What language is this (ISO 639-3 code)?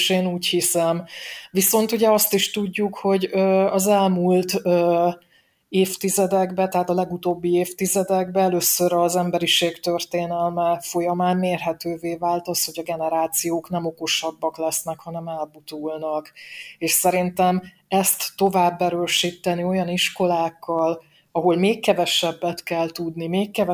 hun